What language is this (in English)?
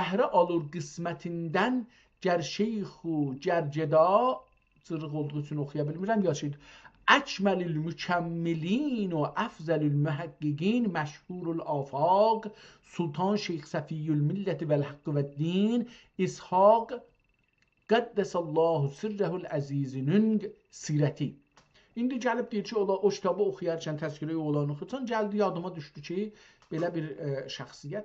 South Azerbaijani